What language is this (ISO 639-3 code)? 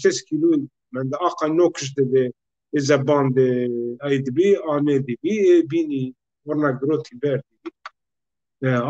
zza